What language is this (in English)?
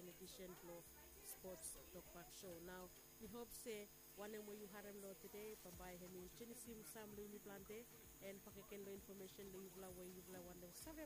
Bislama